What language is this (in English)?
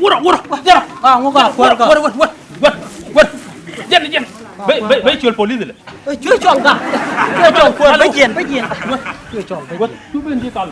Nuer